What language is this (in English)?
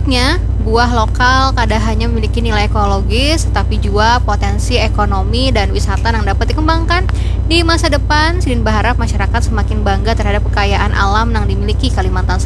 Banjar